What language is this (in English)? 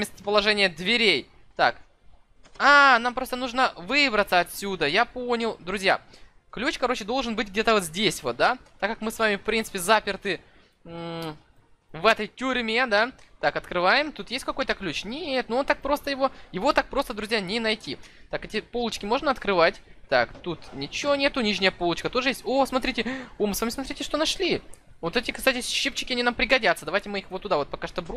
Russian